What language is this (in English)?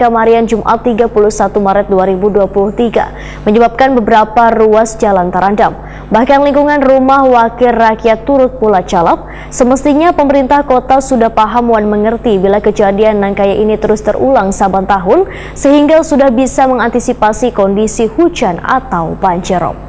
Banjar